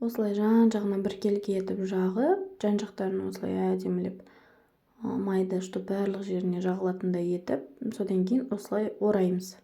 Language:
Kazakh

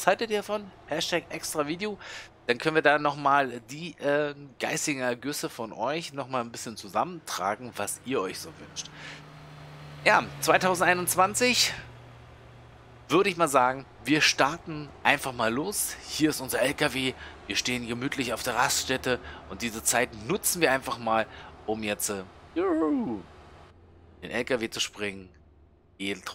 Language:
German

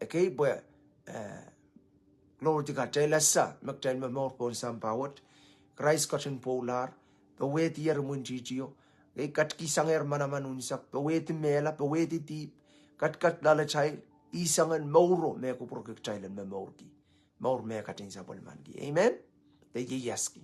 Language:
Pohnpeian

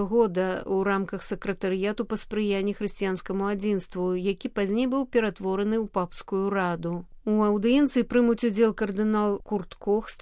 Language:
Belarusian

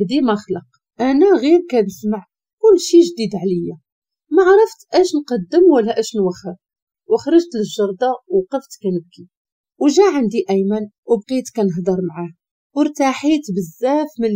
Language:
Moroccan Arabic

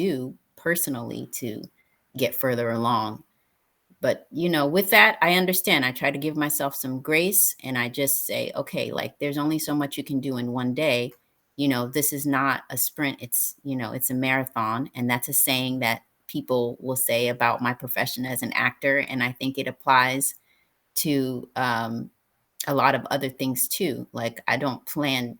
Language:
English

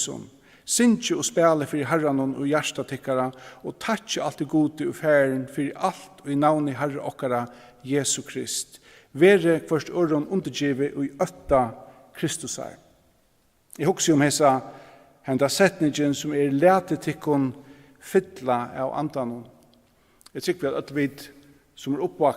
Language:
Faroese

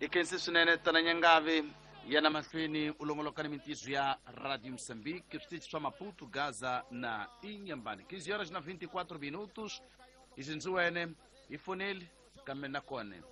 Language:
Tsonga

